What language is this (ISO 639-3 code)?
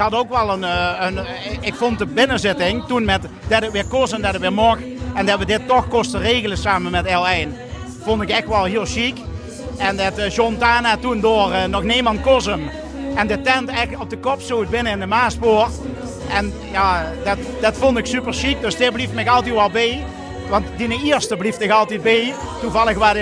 lim